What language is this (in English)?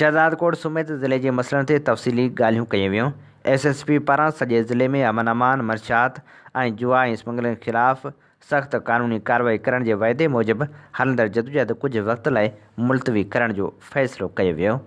Sindhi